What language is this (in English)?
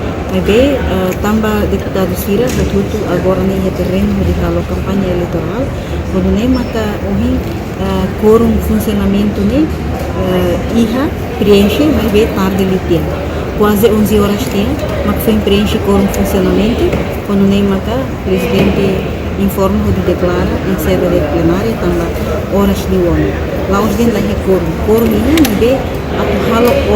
Tetum